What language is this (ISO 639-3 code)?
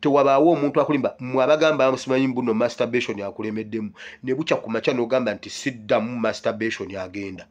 lug